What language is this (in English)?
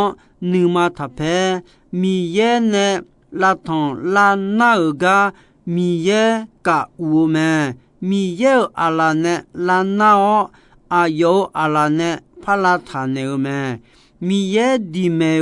Akha